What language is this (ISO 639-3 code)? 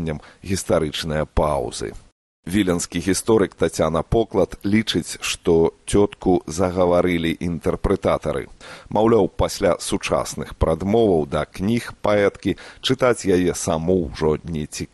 bel